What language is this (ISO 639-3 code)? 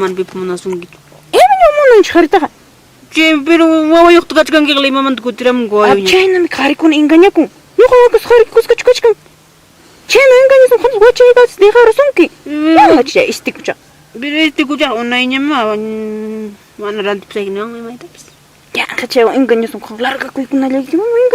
quy